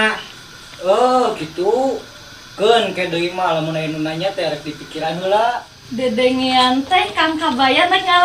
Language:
Sundanese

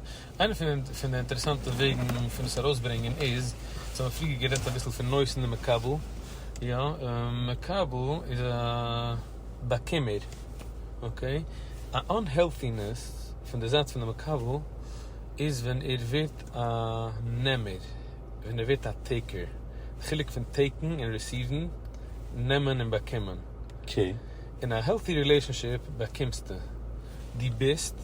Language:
Yiddish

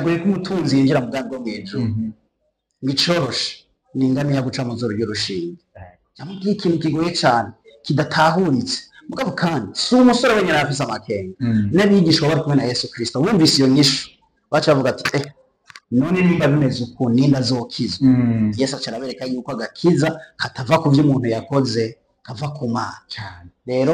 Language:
Rundi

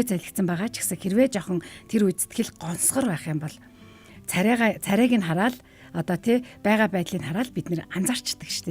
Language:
Mongolian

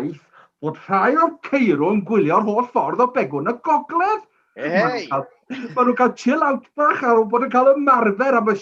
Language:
Welsh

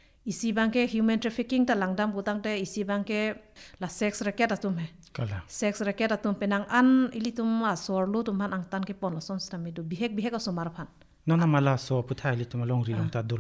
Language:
Karbi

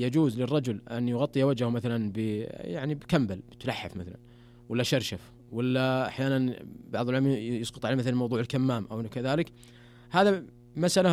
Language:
Najdi Arabic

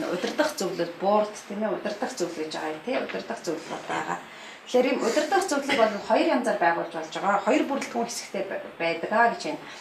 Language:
Mongolian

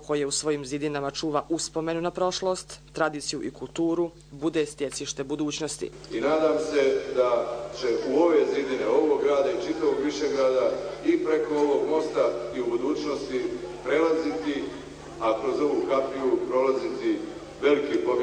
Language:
Bosnian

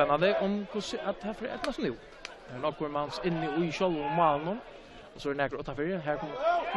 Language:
Faroese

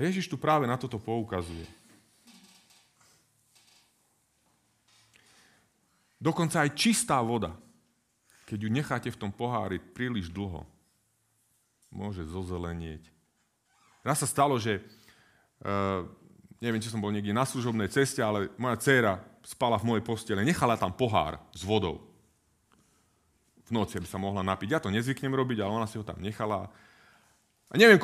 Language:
Slovak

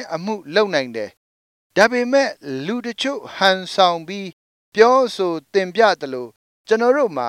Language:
Burmese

